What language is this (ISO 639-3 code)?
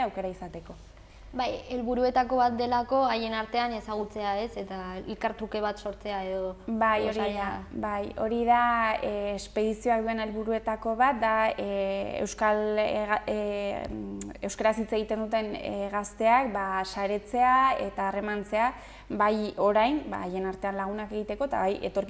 eus